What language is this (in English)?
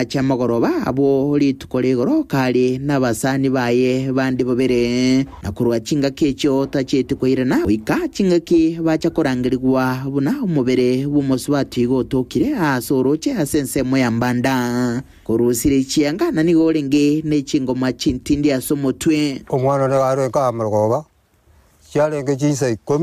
Gusii